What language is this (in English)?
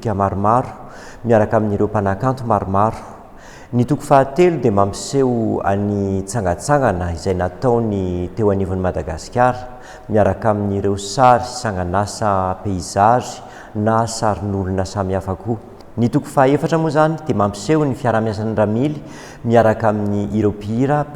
Malagasy